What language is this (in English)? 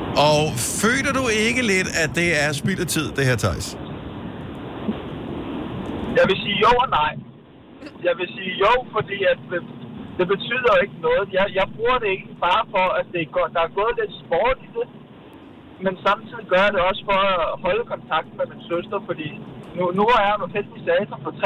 Danish